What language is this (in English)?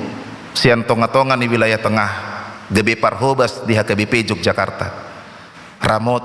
Batak Toba